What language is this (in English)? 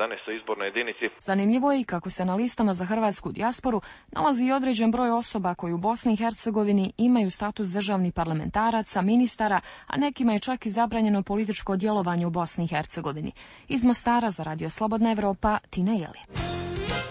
Croatian